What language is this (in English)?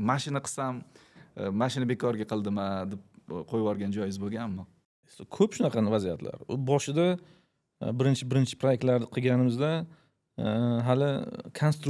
Uzbek